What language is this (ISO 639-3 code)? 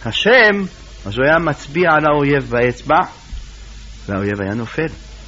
heb